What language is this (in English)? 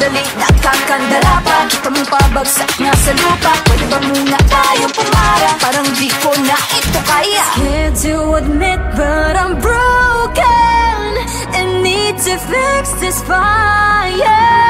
Filipino